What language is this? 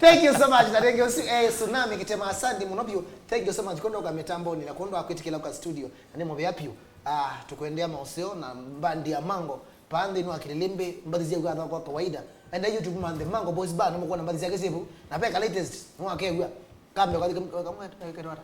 Kamba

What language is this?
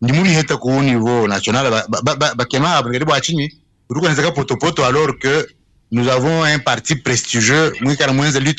Luba-Lulua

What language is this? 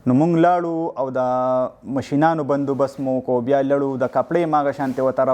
Pashto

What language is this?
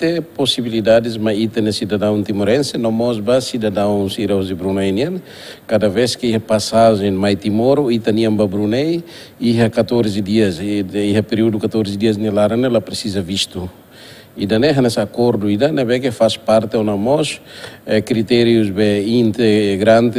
Tetum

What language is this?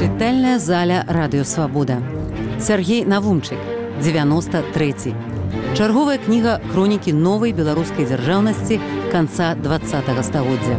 Belarusian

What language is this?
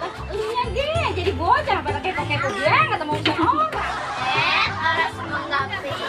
Betawi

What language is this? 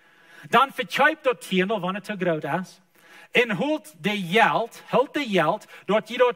Plautdietsch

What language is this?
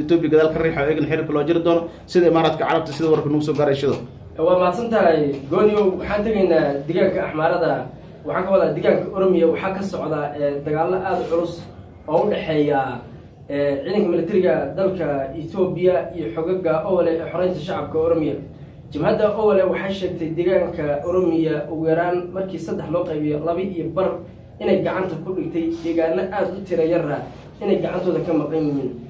Somali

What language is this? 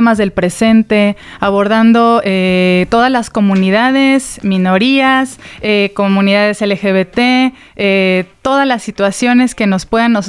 Spanish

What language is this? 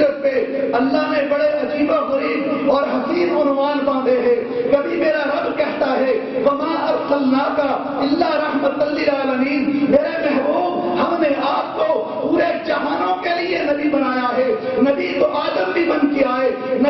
Urdu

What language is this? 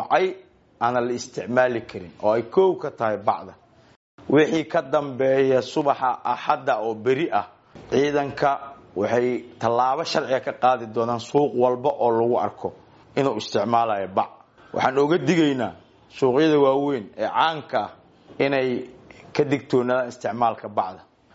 Somali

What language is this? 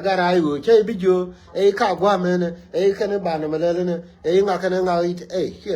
Nuer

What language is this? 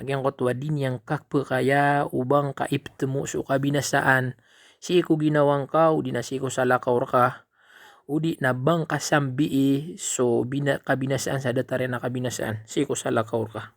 Maranao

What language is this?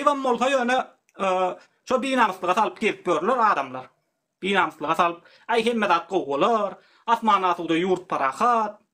Turkmen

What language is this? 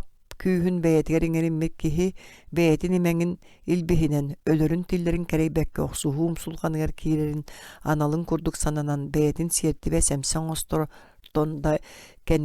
Yakut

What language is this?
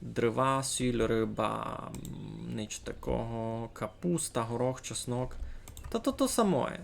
Rusyn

